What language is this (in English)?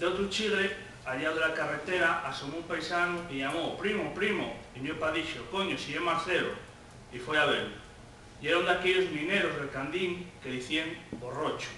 Asturian